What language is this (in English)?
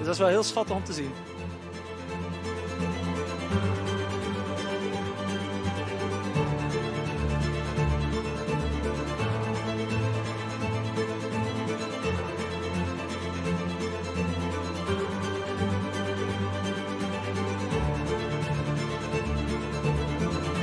Dutch